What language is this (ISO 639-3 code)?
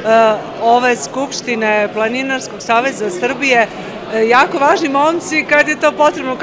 srp